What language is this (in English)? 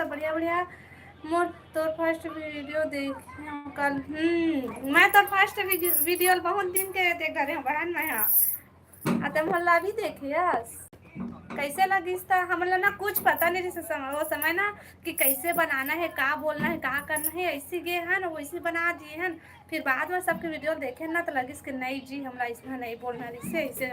Chhattisgarhi